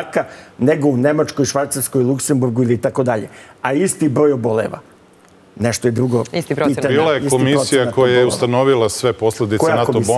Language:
Serbian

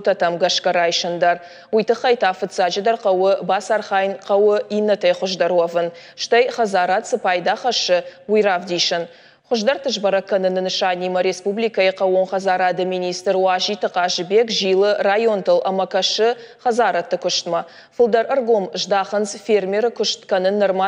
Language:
Ossetic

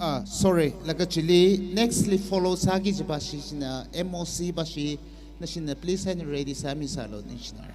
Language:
Tangkhul Naga (India)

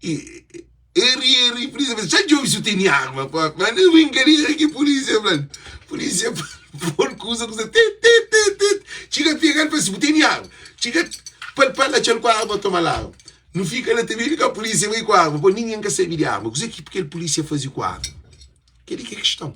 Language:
Kabuverdianu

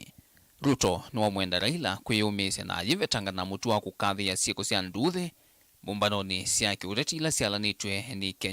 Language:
Kamba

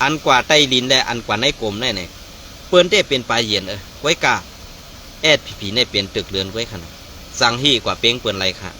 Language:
Shan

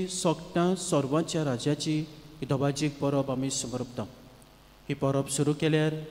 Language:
Konkani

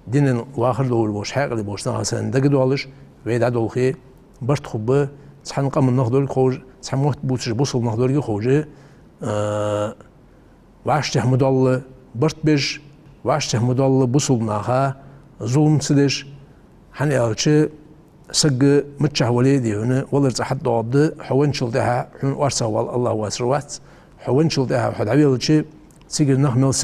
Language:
Ingush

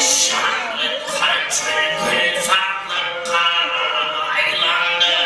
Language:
Kara-Kalpak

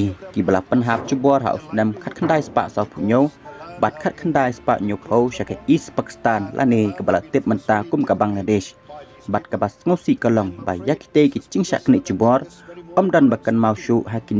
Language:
Khasi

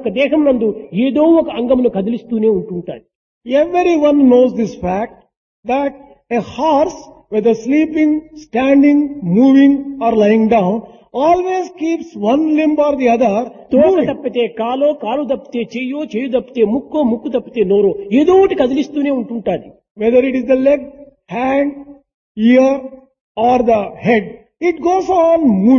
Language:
Telugu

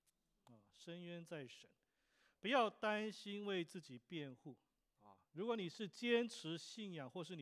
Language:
Chinese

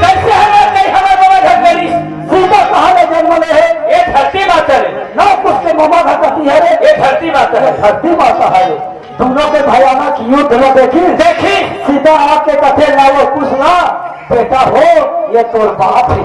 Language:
Chhattisgarhi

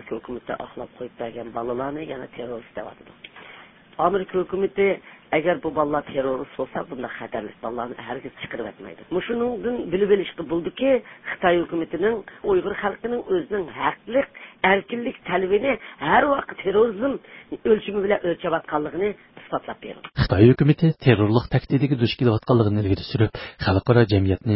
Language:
Uyghur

